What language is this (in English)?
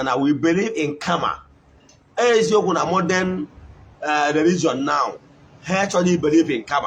Igbo